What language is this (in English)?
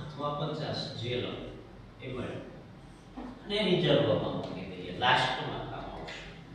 Gujarati